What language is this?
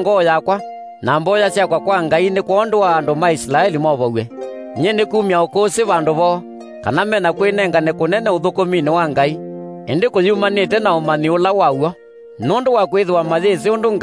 Kamba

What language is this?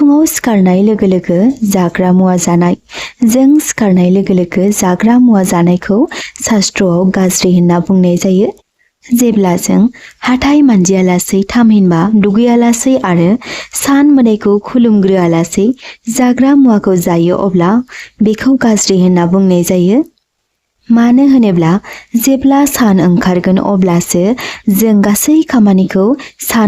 Bodo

